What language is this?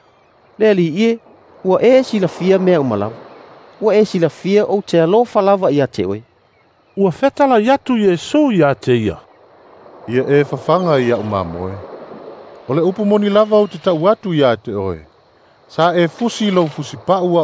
Samoan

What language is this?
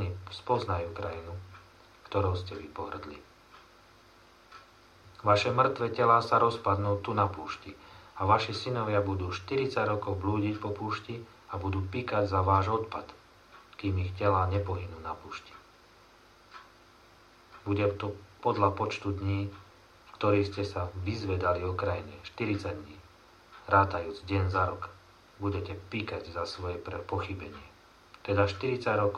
Slovak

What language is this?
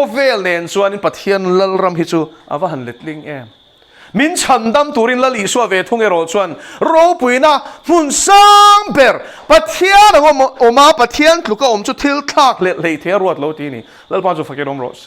Mizo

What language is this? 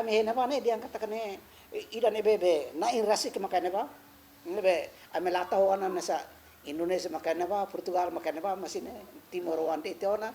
Tetum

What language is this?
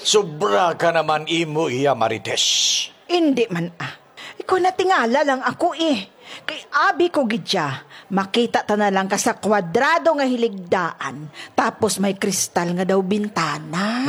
Hiligaynon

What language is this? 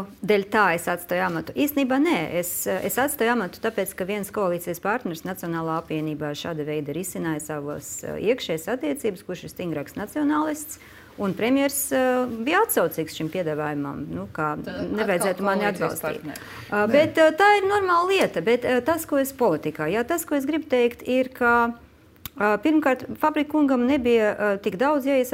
Latvian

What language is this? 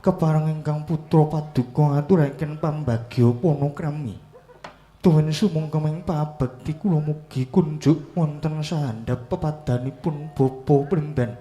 Javanese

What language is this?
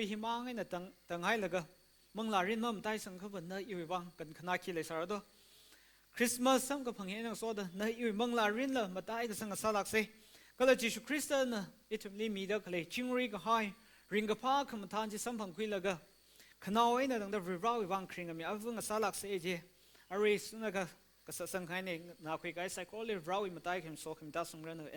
Tangkhul Naga (India)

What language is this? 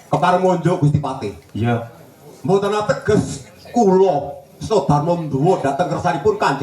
Javanese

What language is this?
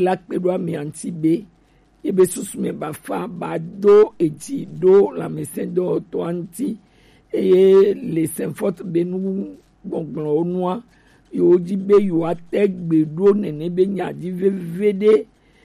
Gen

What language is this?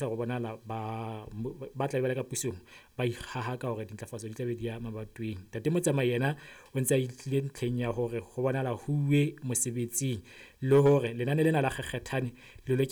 Southern Sotho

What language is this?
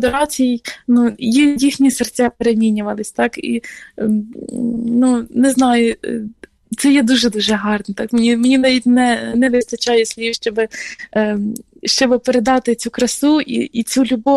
Ukrainian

